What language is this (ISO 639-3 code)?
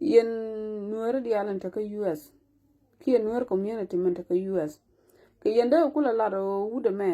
nus